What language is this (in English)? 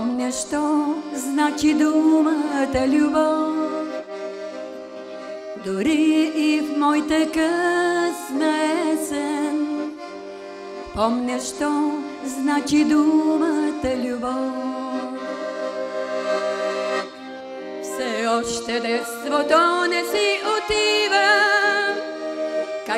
Bulgarian